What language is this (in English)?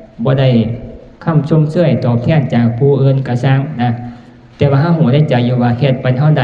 Northeastern Thai